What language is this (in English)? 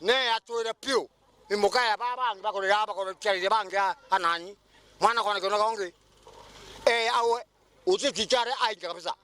Meru